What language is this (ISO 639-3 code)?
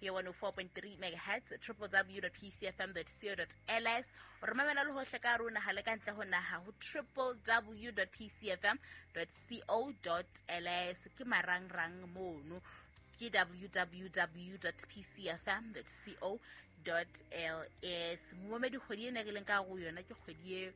sot